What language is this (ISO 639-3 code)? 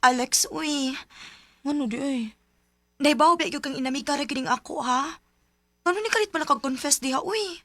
ceb